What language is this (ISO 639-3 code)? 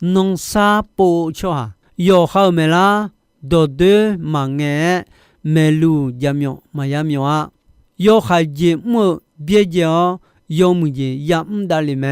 ahk